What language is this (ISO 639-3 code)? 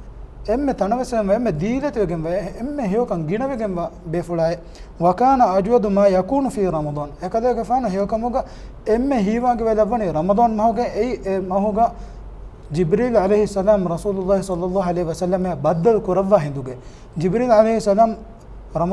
div